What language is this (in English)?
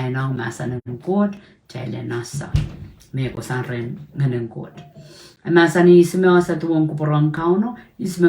Pohnpeian